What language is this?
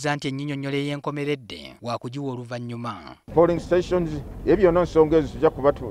Ganda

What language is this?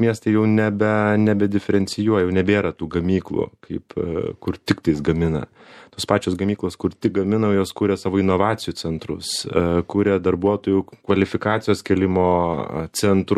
Lithuanian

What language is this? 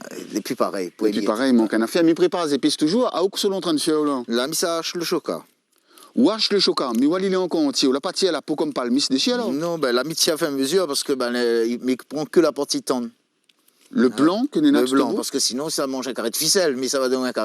Réunion Creole French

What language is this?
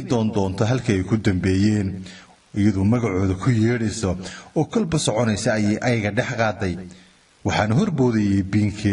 Somali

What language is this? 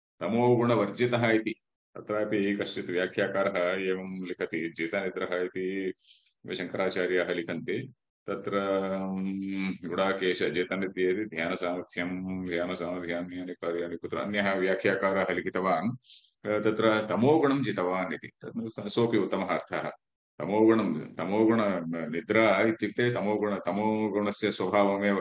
Sanskrit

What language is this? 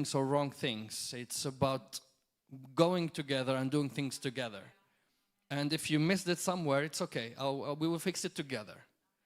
English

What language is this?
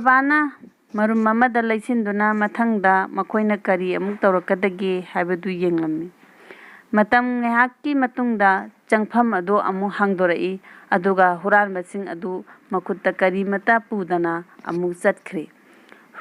Manipuri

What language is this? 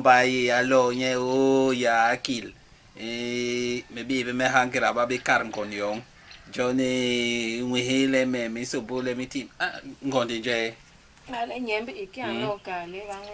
Basaa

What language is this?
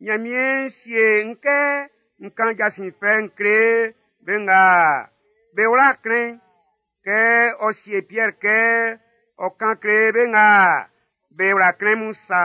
Baoulé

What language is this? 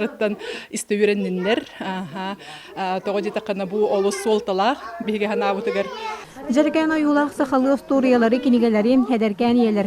Yakut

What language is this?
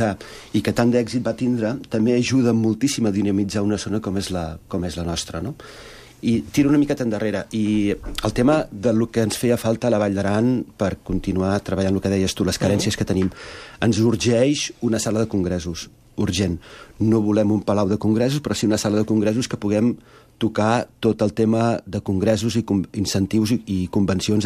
Catalan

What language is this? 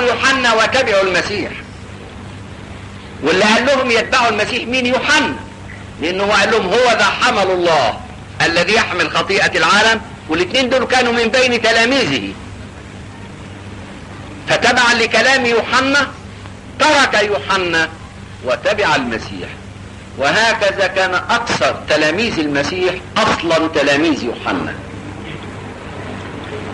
Egyptian Arabic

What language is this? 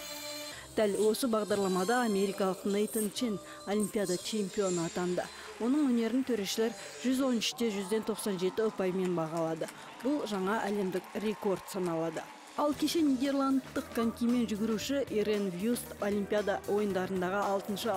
Kazakh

